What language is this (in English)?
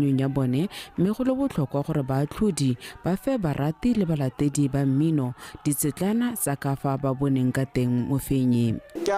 Tswana